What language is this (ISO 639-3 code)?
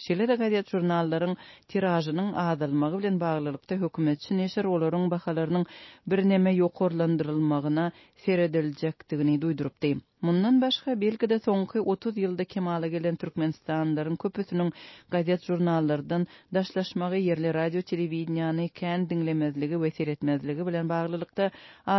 tuk